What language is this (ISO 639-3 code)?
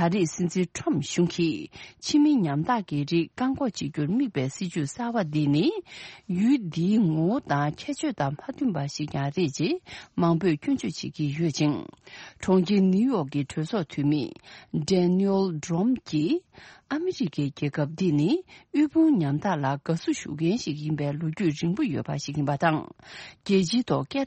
bod